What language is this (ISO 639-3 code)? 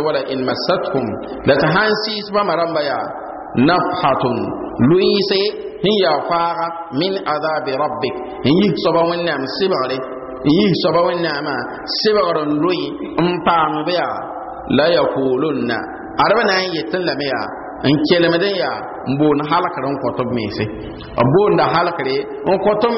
mos